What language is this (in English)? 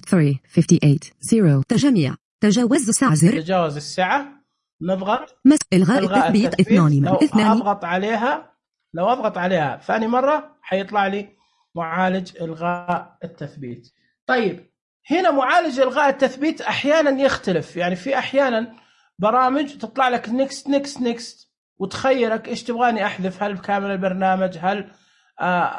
Najdi Arabic